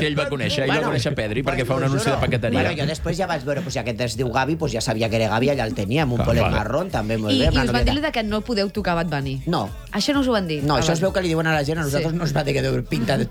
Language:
Catalan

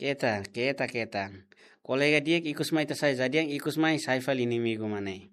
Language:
Tetum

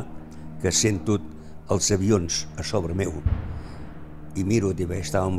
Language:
Catalan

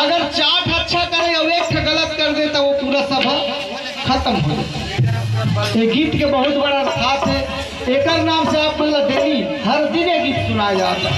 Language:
Chhattisgarhi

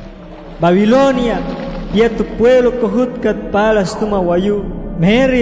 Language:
Wayuu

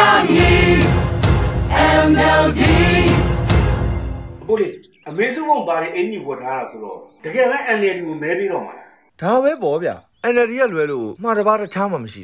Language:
Burmese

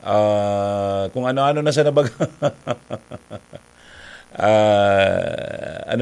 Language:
Bikol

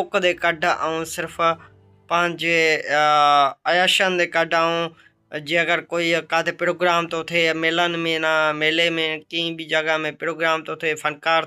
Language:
Sindhi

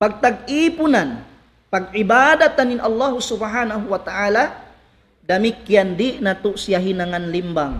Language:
Tausug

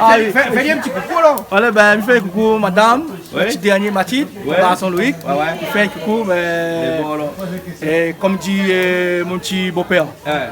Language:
Réunion Creole French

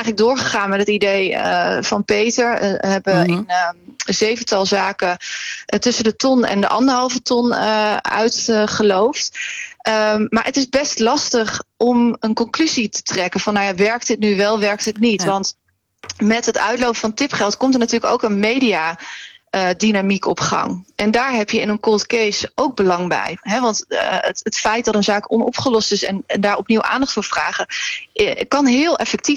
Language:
Dutch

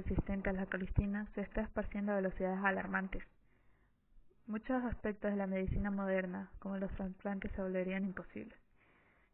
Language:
Spanish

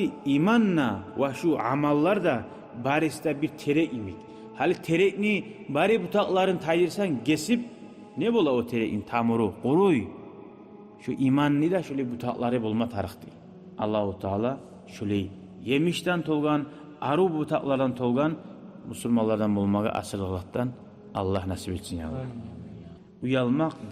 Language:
Kumyk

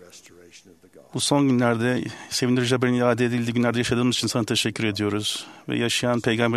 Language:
Turkish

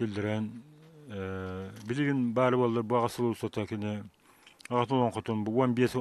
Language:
Yakut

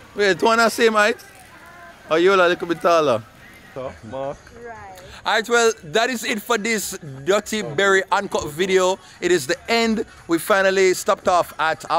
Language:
Jamaican Creole English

